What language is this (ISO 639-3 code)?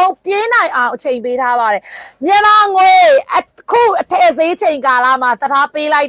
mya